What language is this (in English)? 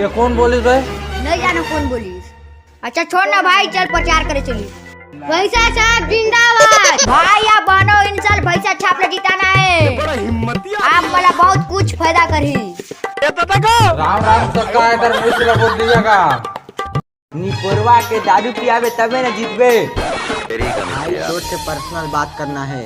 Chhattisgarhi